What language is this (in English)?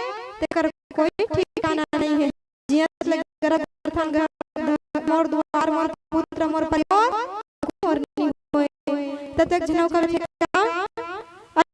Chhattisgarhi